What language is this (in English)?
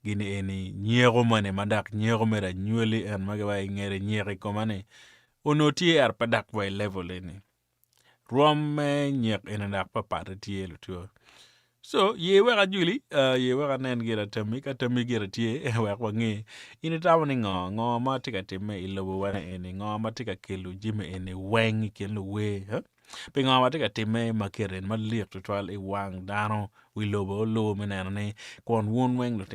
Acoli